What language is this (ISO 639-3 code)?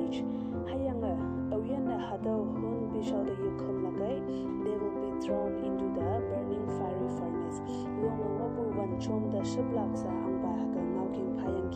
nbe